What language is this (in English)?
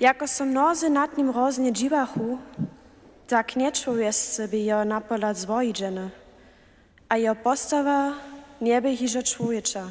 Upper Sorbian